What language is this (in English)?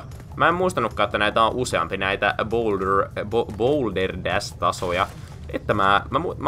Finnish